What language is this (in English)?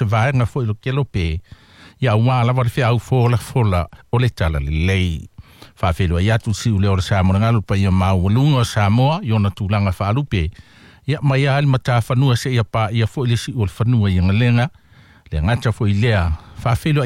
Samoan